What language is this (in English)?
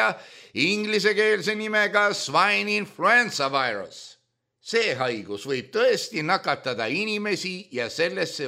Estonian